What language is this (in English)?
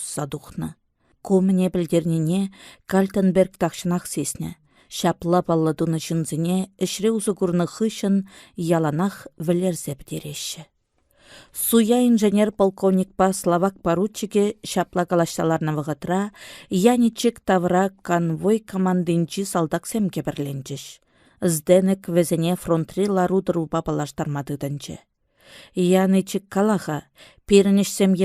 Chuvash